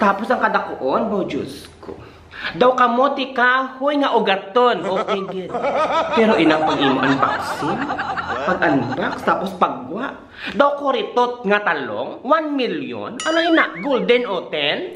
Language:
Hiligaynon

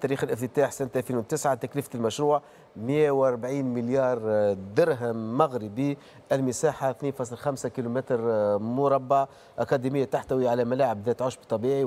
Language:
Tunisian Arabic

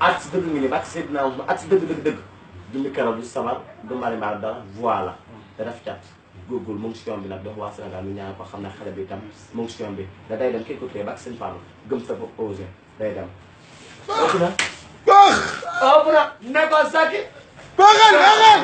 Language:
Wolof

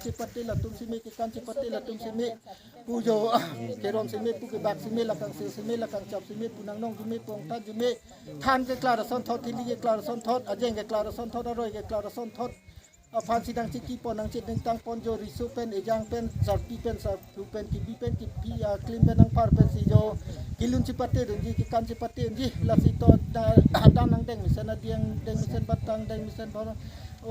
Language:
Karbi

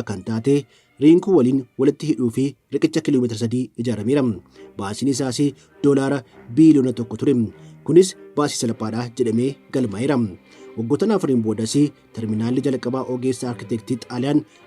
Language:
Oromo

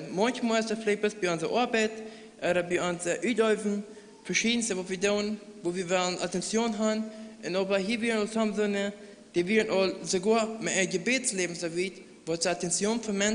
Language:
Plautdietsch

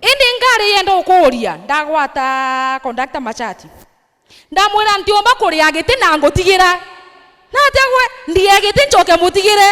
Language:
Meru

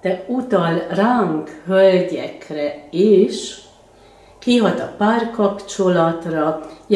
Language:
Hungarian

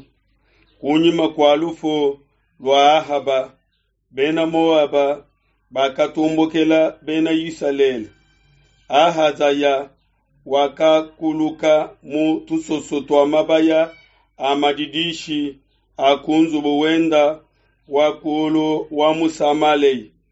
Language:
Luba-Lulua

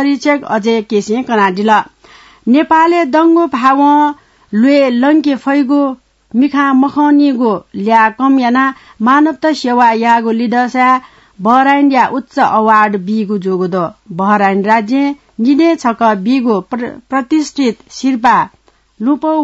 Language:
Newari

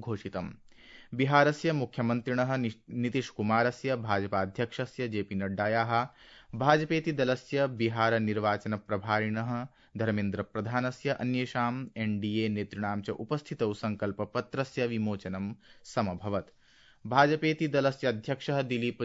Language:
Sanskrit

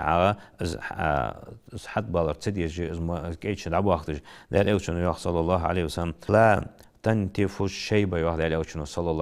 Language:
Ingush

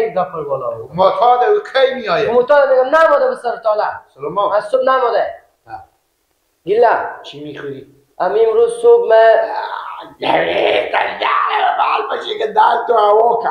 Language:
Persian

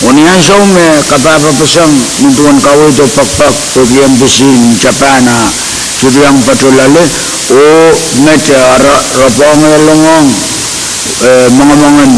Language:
Pohnpeian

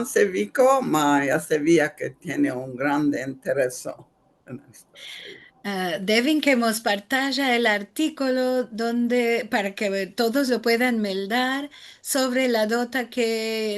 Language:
Ladino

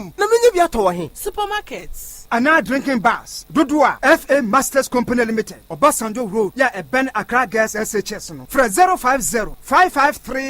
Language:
Akan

